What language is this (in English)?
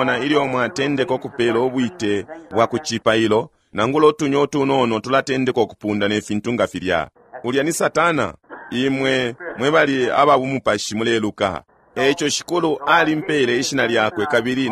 Bemba